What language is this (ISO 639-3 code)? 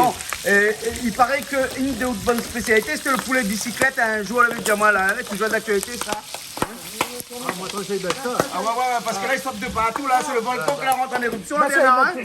rcf